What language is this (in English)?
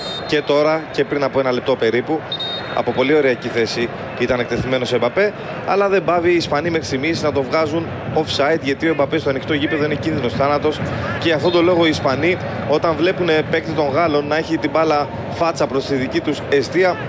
Greek